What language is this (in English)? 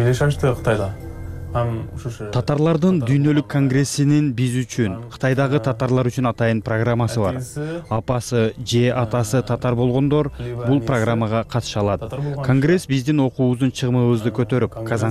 Kyrgyz